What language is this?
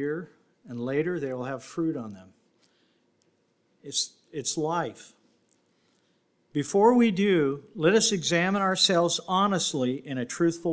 English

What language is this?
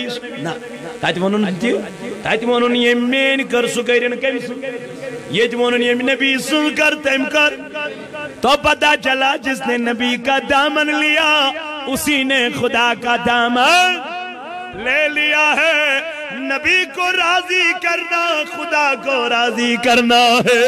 Kashmiri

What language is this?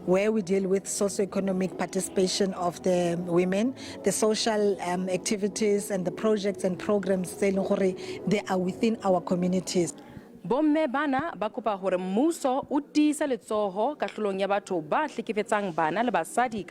Southern Sotho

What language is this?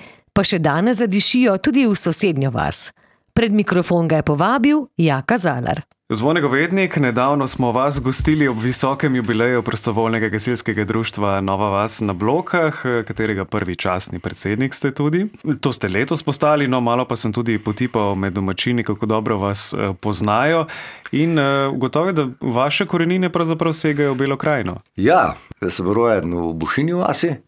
Slovenian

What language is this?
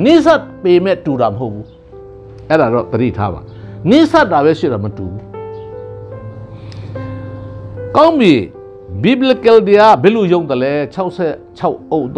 Burmese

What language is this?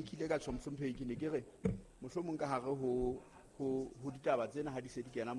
Southern Sotho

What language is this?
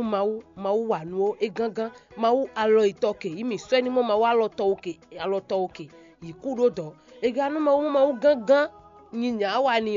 Fon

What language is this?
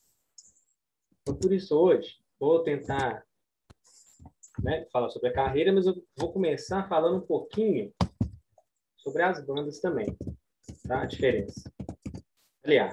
Portuguese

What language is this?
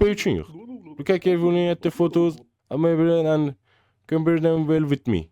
South Azerbaijani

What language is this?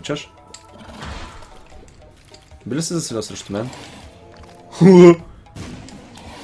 Bulgarian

